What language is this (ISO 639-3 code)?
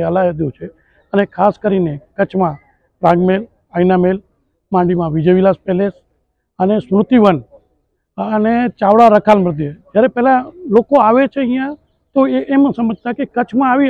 guj